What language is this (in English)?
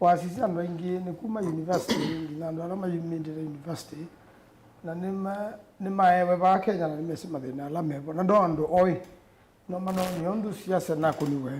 Kamba